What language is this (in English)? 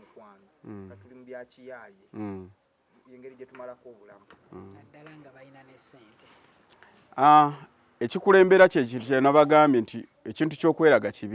Ganda